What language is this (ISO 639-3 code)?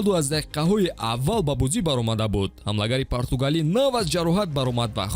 tgk